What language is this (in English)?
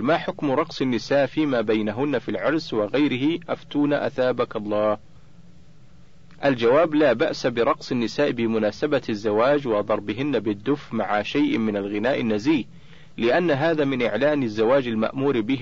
Arabic